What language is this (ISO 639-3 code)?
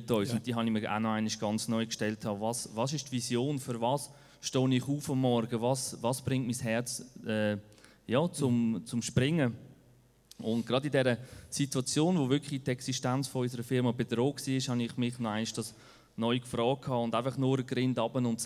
gsw